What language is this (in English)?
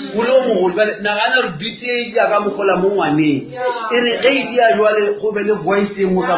Northern Sotho